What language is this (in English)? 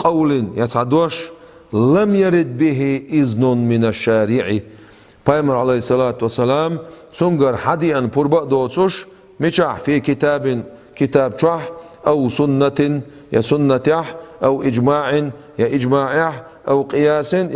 Chechen